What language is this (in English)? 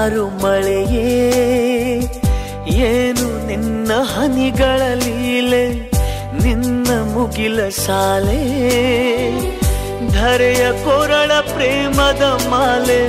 Kannada